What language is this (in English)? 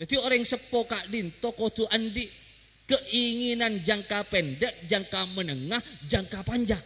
Madurese